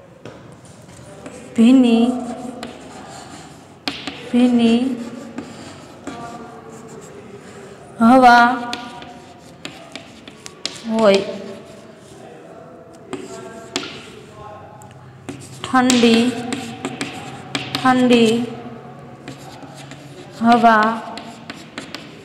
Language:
Gujarati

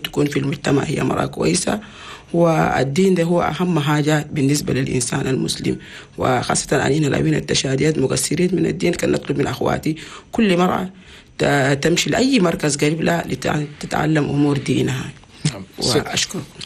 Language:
Chadian Arabic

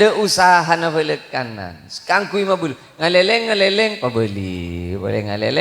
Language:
Madurese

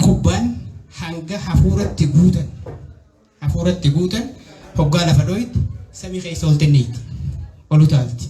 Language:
Oromo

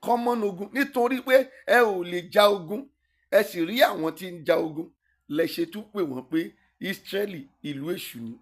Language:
Yoruba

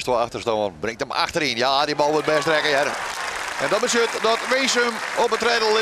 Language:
Western Frisian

